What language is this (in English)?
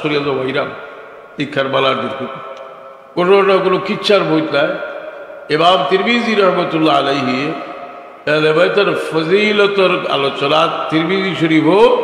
Sylheti